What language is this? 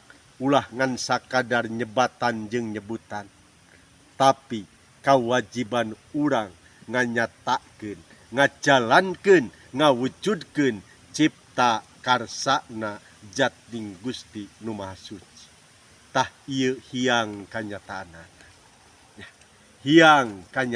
Sundanese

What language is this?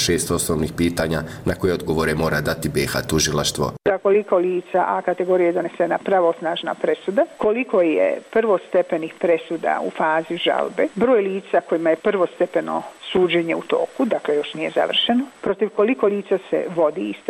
Bosnian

